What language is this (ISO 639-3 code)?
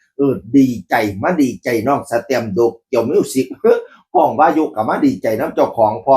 tts